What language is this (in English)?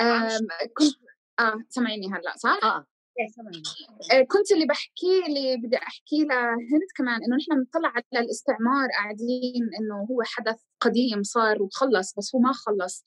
North Levantine Arabic